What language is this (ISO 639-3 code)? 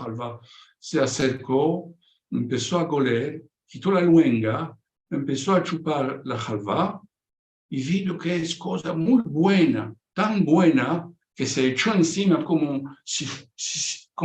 lad